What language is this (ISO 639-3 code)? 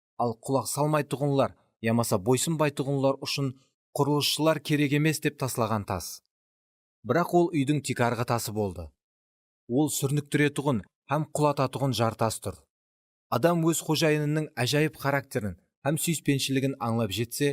kaa